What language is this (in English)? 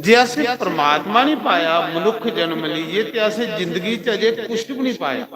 Dogri